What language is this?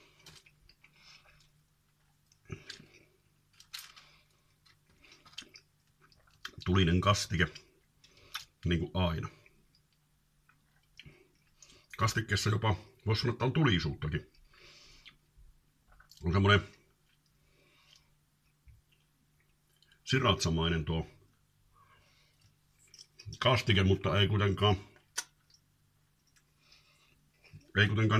Finnish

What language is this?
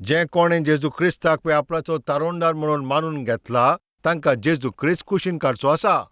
Konkani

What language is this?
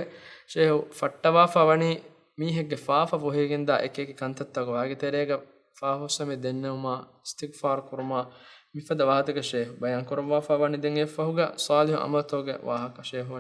Divehi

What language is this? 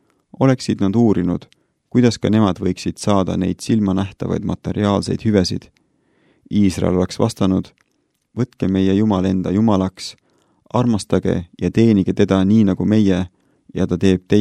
Estonian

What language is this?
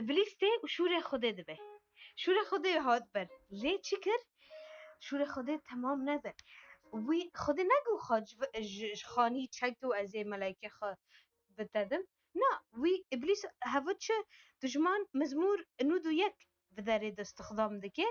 Kurdish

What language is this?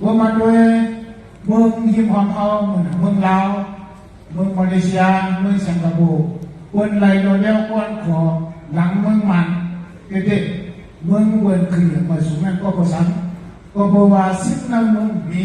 Shan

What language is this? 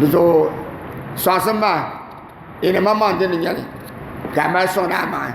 Dagbani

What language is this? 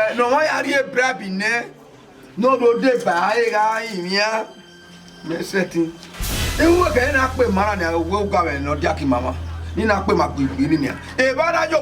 Bini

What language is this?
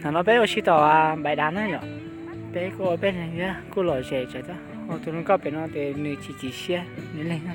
Hmong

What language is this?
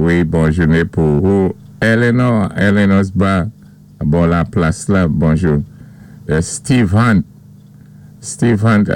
Saint Lucian Creole French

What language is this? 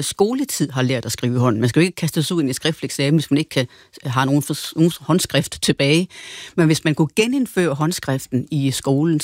Danish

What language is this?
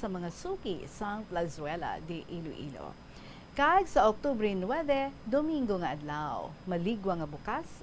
Hiligaynon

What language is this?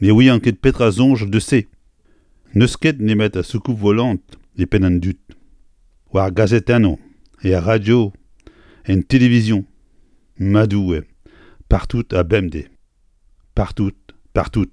Breton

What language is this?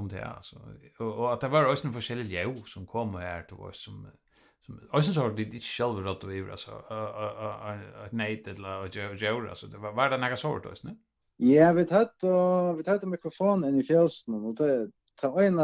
Faroese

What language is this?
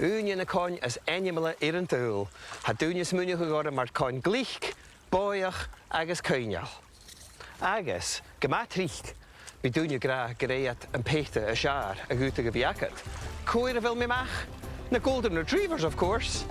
Scottish Gaelic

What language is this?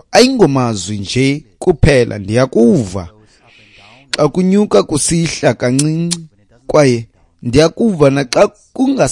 Xhosa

